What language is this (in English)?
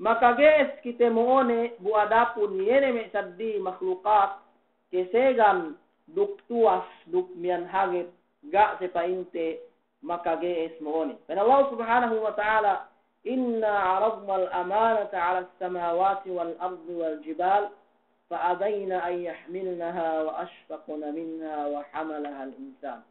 Yakan